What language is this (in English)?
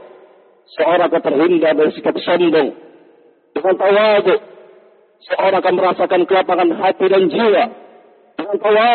Indonesian